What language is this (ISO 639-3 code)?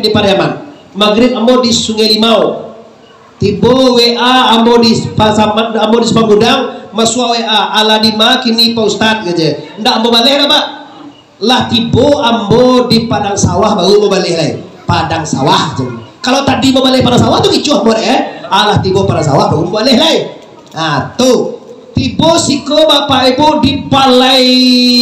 min